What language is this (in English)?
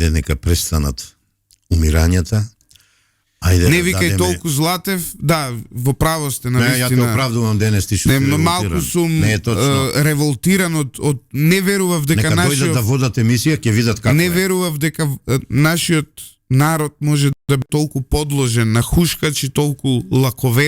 Macedonian